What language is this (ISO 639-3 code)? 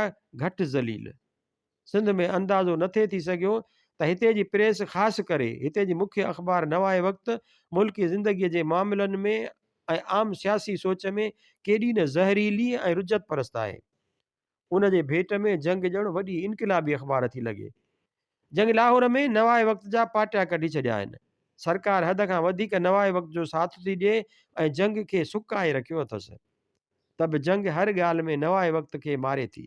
snd